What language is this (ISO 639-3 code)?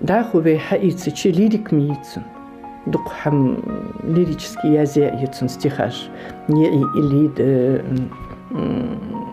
inh